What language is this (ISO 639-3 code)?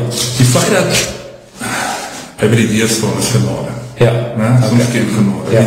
afr